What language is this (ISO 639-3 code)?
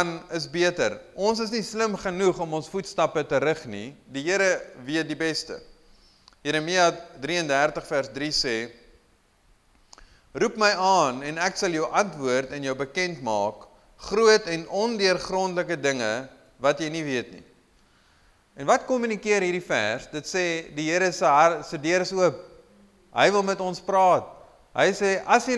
afr